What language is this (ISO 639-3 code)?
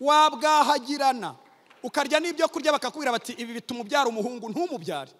kin